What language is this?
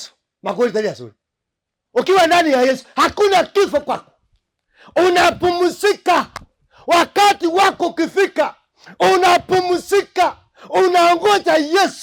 Gusii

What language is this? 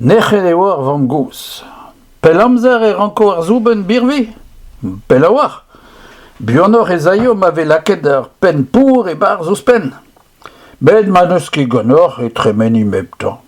Breton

